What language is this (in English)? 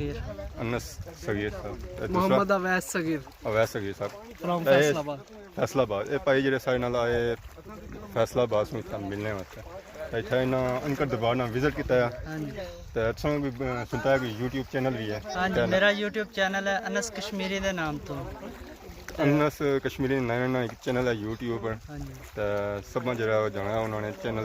Pahari-Potwari